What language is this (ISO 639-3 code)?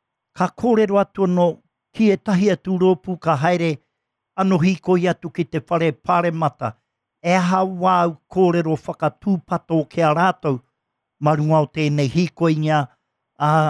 mri